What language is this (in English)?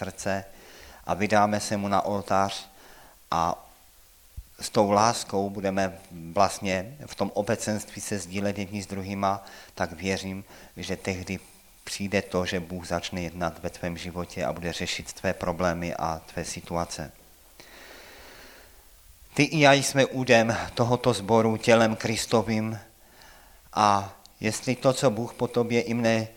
Czech